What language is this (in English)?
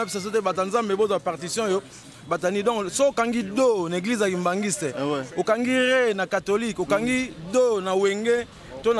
Lingala